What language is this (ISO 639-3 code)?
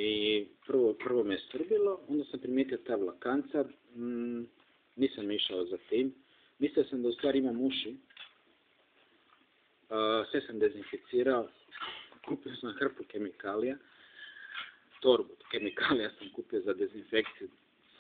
hrv